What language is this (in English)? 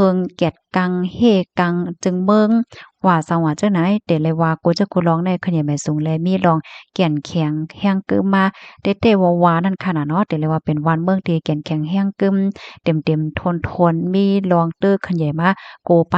Shan